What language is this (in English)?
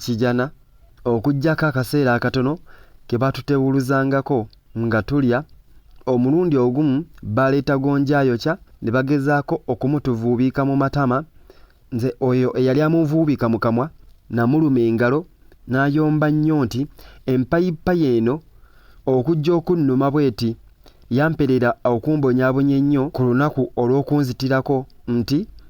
Ganda